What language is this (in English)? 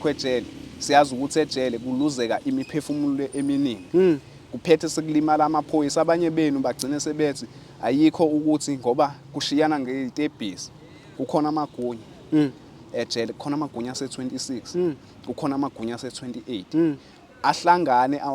Zulu